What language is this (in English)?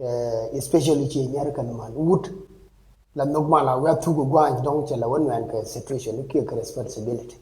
Nuer